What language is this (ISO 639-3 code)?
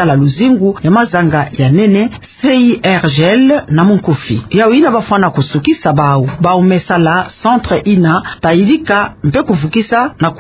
ktu